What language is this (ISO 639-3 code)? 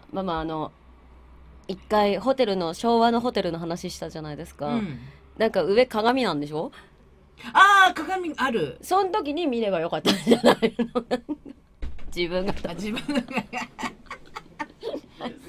jpn